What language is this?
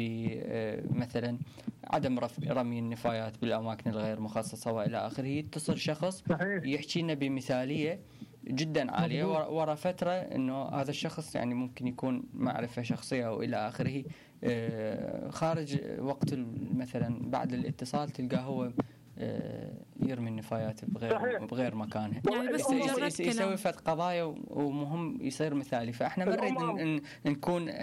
Mesopotamian Arabic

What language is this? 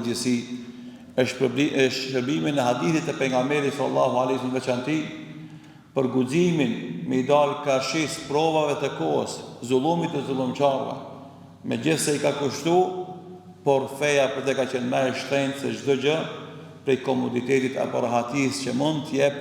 Albanian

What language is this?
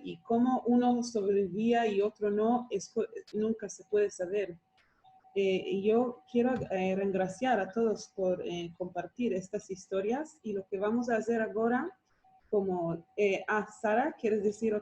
Ladino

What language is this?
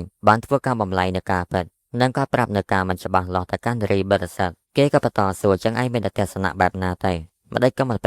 Khmer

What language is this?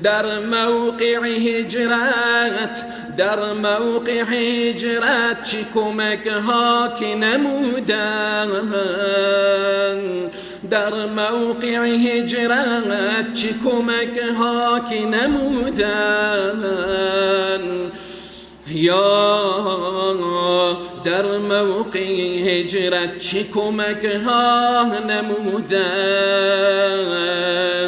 Persian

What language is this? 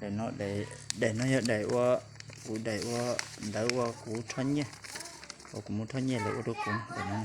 Hmong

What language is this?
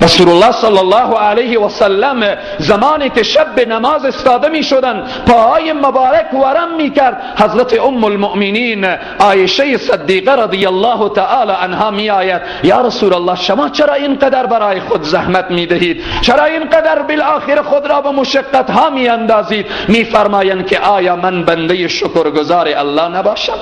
Persian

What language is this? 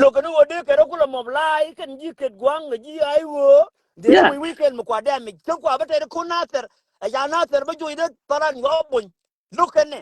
Nuer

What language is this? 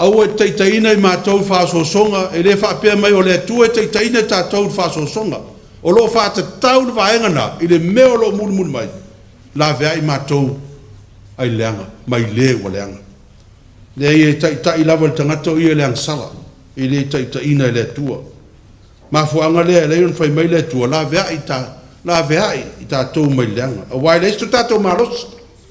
Samoan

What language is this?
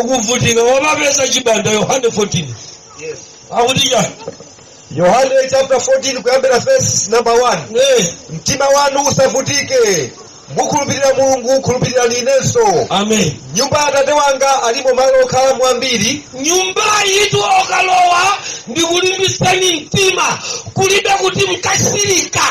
Nyanja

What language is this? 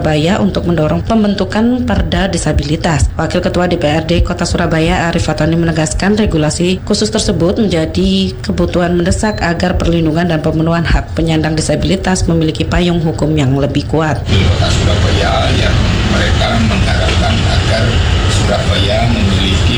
Indonesian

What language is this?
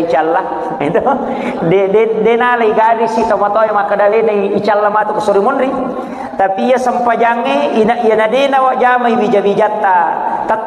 Buginese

